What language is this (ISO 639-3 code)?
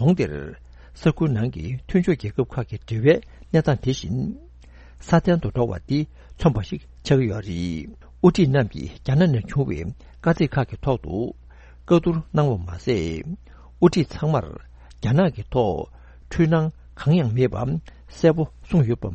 bod